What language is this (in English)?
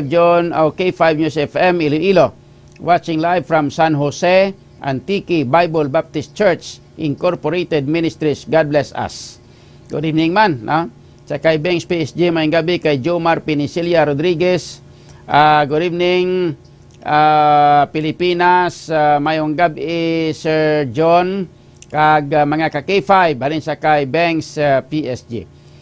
Hiligaynon